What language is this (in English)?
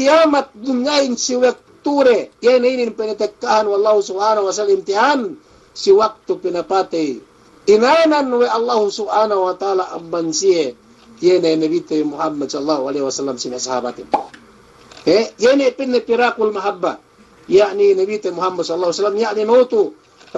Yakan